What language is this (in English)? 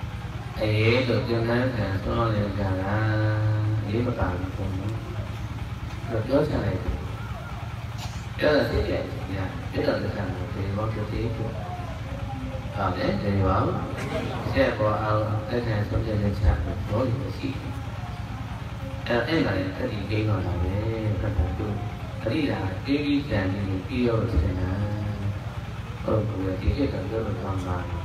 Burmese